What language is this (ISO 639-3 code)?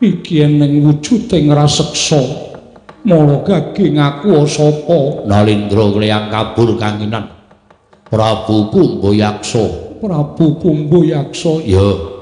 jav